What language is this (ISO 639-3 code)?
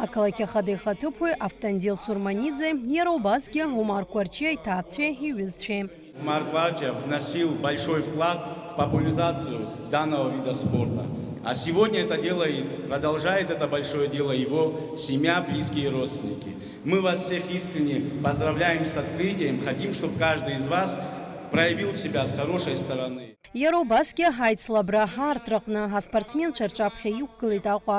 abk